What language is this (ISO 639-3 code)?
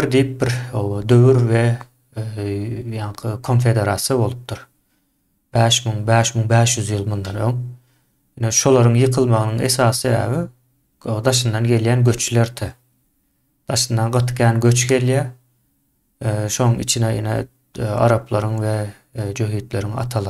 tuk